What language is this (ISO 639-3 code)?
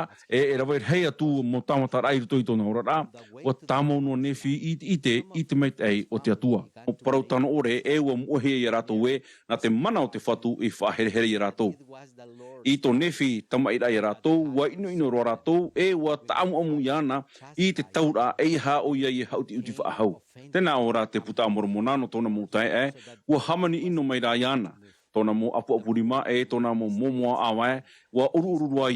tah